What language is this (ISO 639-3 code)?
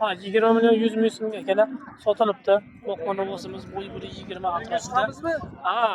uzb